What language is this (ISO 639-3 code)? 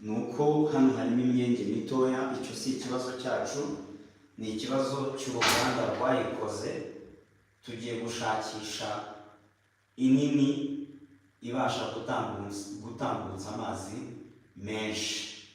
kin